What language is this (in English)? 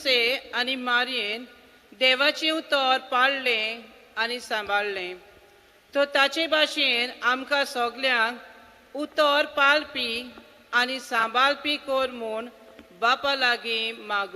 Konkani